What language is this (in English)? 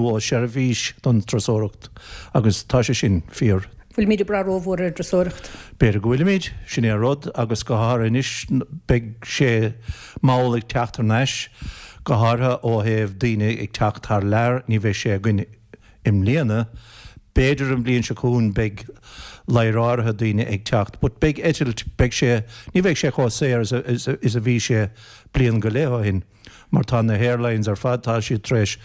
Irish